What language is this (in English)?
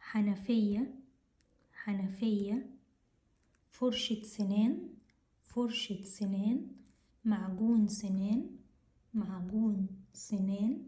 Egyptian Arabic